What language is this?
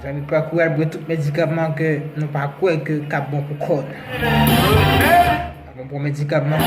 Haitian Creole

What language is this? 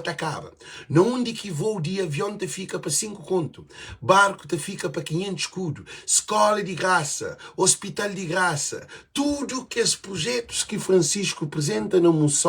Kabuverdianu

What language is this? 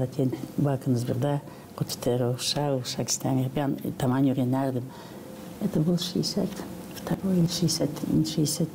Gagauz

